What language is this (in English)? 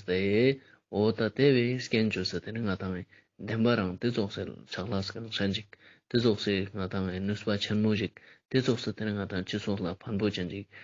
Ladakhi